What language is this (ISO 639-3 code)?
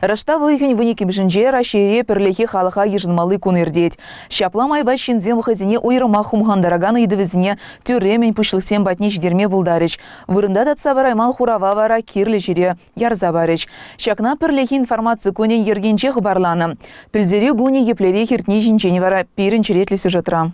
chv